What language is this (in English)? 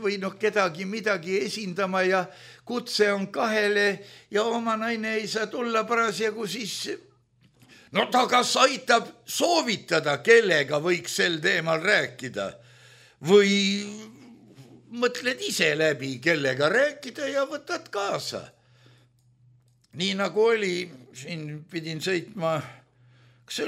Estonian